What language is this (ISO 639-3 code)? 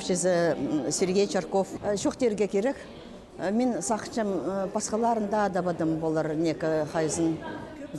kjh